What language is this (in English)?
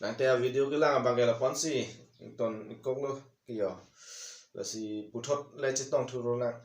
Karbi